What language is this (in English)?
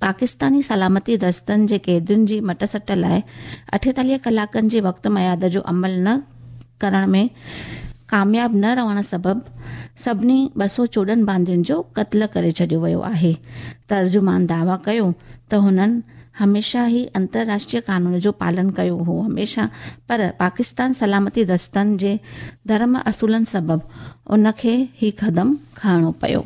Sindhi